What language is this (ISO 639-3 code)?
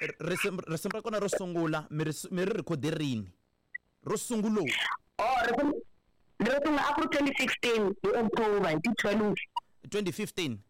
tso